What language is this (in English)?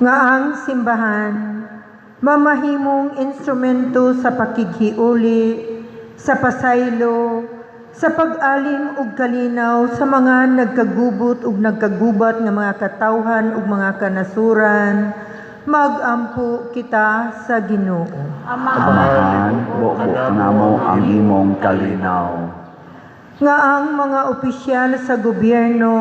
Cebuano